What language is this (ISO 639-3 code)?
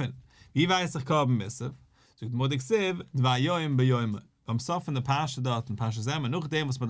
yid